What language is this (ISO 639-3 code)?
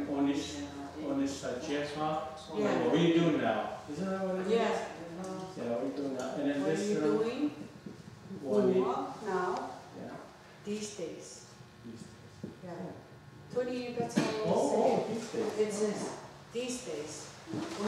moh